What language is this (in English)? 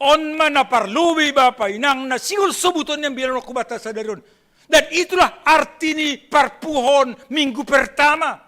Batak Simalungun